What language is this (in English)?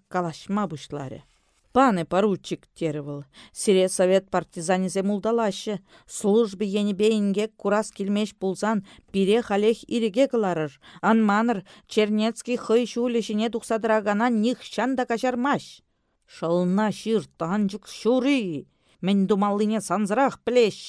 Chuvash